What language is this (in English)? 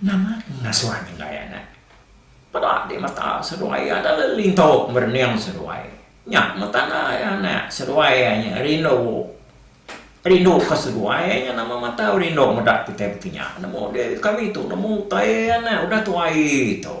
Iban